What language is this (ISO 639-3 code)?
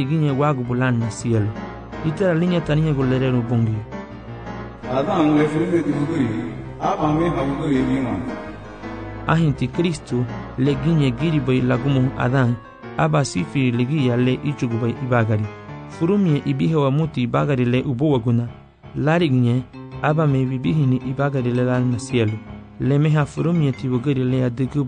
cab